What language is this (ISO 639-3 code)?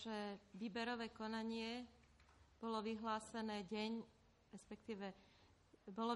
slk